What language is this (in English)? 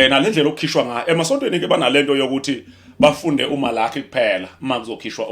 Zulu